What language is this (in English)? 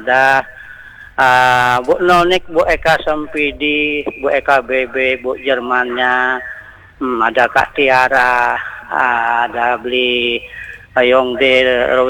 Indonesian